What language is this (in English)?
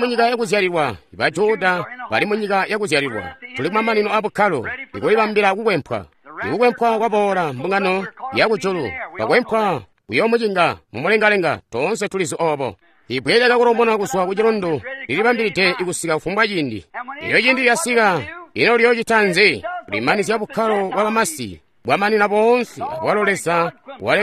Tonga (Zambia)